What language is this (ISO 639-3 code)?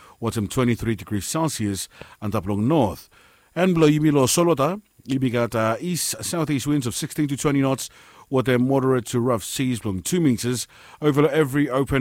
bis